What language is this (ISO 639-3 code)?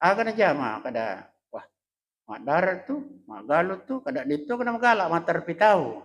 bug